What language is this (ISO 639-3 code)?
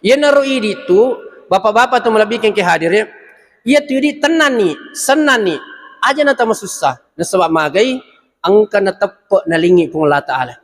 bug